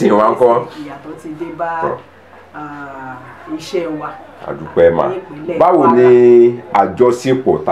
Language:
Yoruba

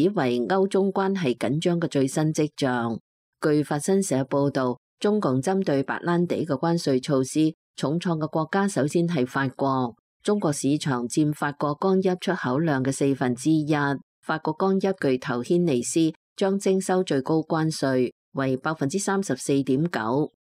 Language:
Cantonese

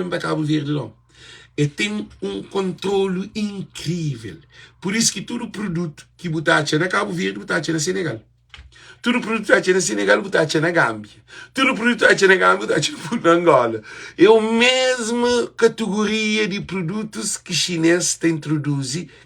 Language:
Kabuverdianu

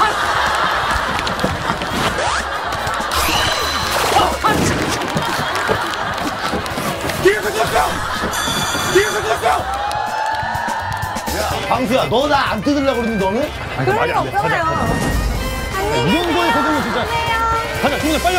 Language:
Korean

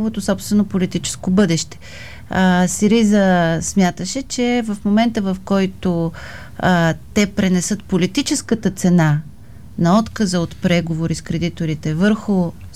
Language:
Bulgarian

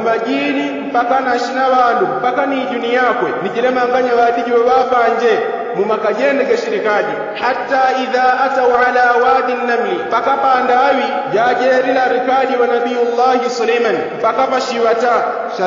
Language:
Yao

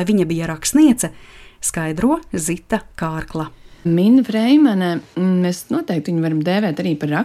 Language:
Latvian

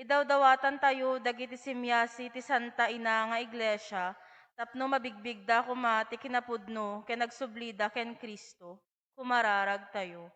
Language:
Iloko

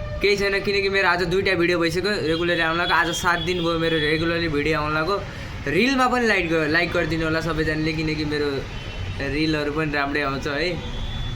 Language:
Nepali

